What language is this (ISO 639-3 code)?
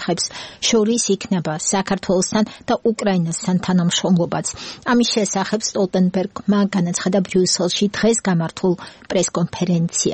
kat